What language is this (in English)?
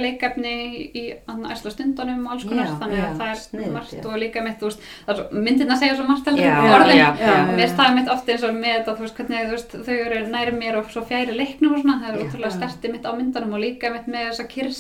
Icelandic